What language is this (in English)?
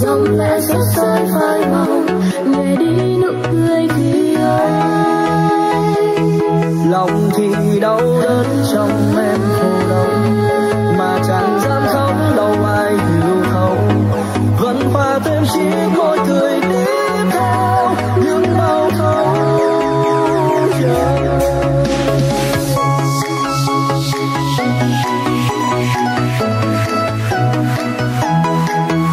Vietnamese